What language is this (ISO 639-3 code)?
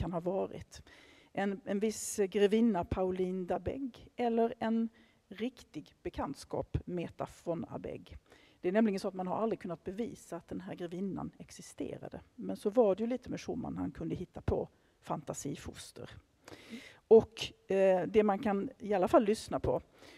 swe